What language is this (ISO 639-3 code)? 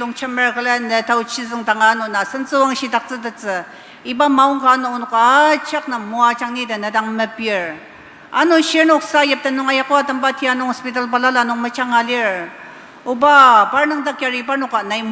njo